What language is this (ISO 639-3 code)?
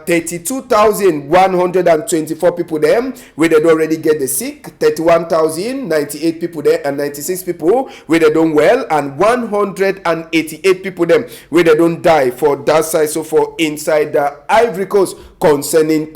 wes